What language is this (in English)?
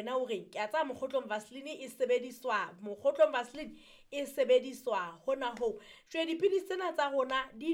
Southern Sotho